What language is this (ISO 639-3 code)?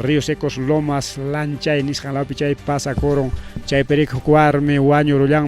quy